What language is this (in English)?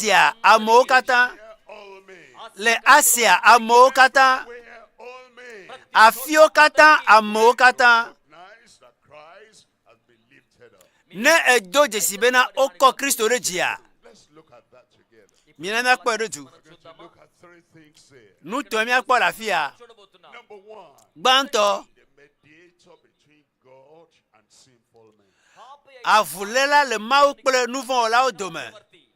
Ewe